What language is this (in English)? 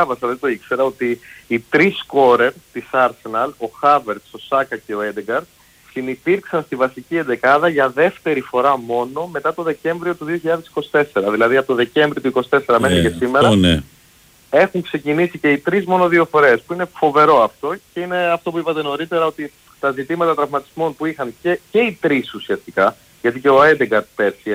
Greek